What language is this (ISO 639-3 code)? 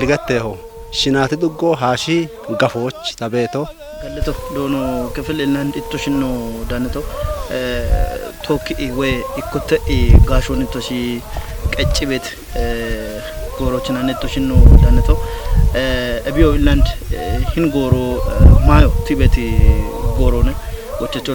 kbr